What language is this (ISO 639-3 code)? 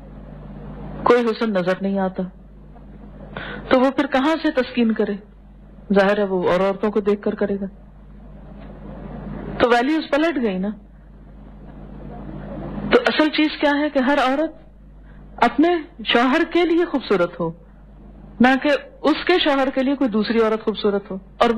urd